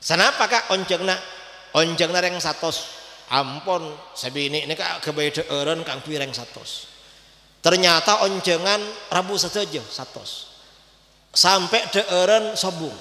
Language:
Madurese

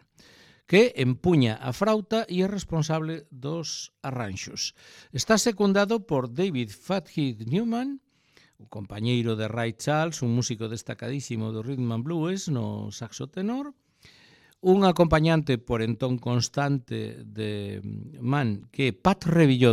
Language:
Galician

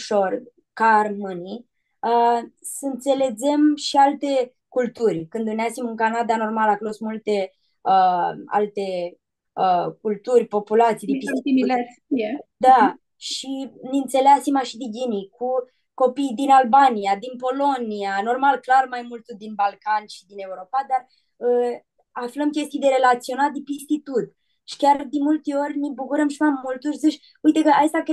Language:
Aromanian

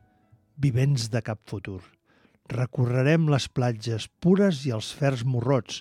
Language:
Catalan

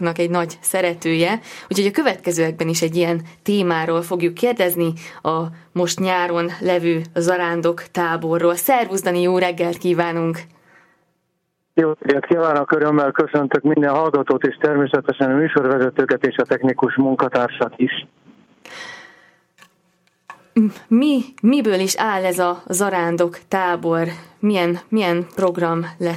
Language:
Hungarian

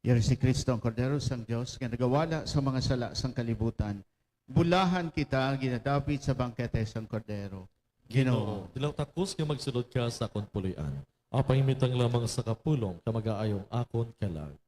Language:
Hiligaynon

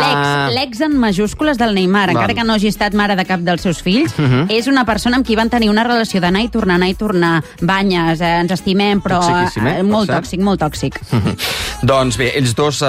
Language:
Catalan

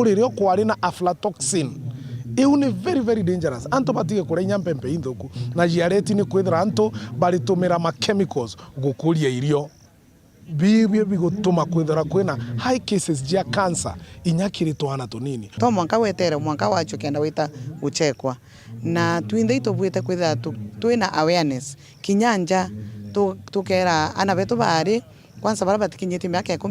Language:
Meru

